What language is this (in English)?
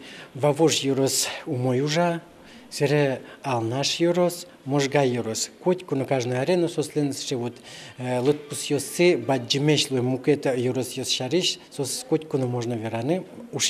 Udmurt